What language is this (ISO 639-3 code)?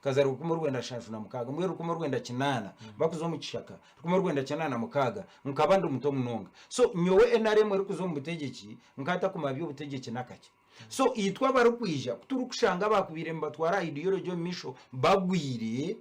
nyn